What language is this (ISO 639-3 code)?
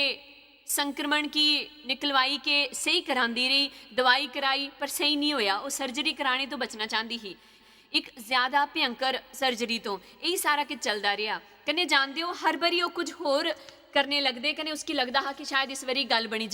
doi